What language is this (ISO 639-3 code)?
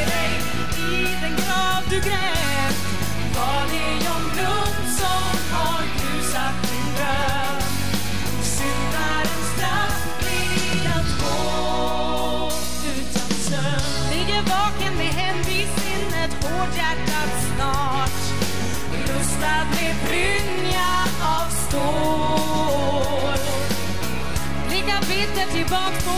swe